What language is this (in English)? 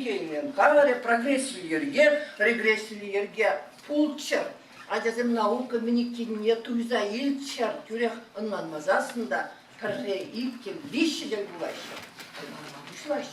Chuvash